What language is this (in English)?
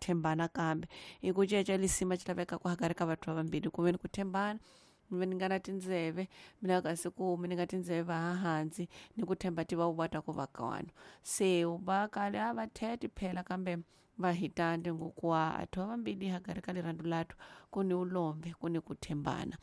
Tsonga